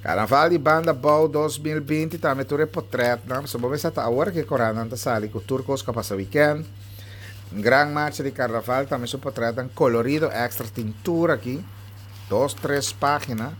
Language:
Papiamento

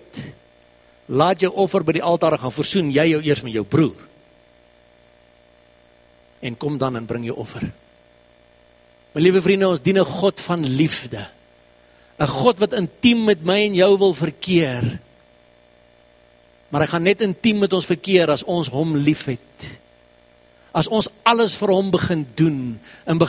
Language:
Afrikaans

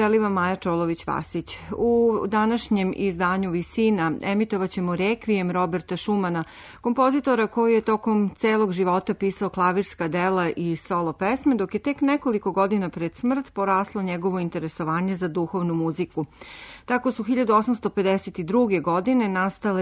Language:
Serbian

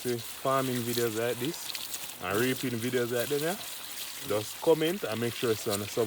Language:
Jamaican Creole English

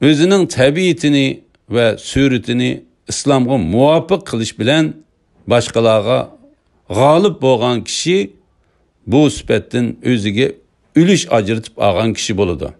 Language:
Uyghur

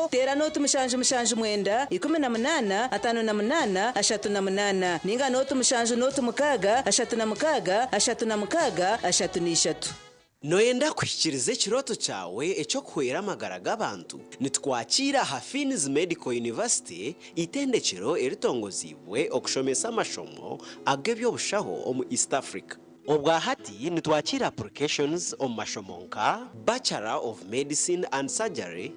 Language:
Nyankole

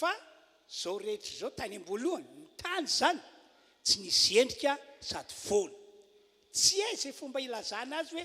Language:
Malagasy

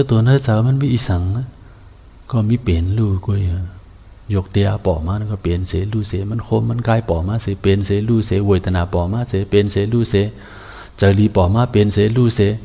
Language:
Shan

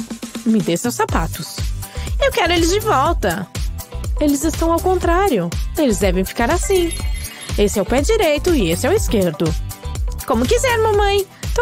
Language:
Portuguese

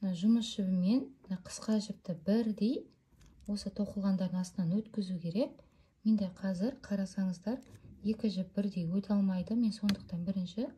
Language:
Kazakh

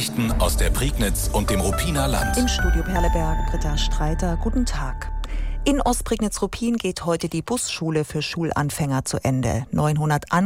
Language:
German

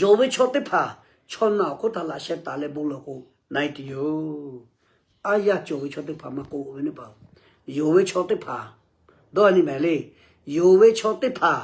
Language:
Lahu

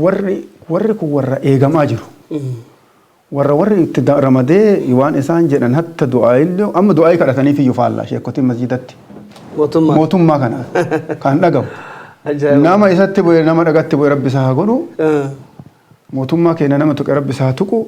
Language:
Oromo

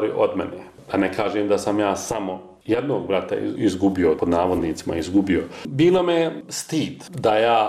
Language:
Bosnian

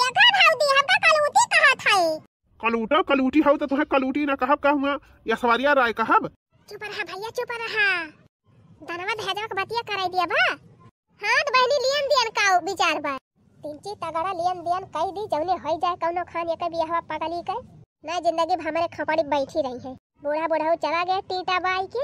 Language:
Bhojpuri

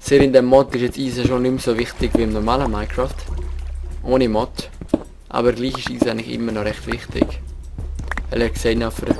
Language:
Swiss German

